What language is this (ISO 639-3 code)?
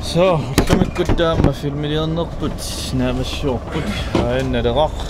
kal